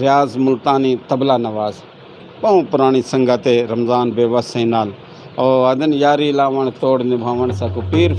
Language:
Saraiki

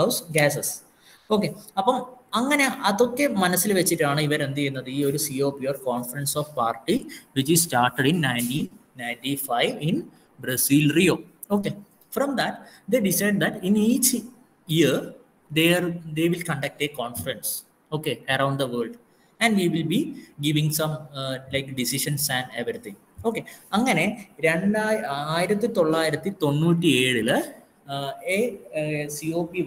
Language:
Malayalam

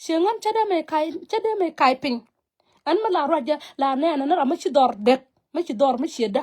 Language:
Nuer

